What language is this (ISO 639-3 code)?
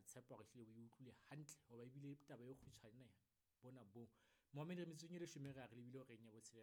sot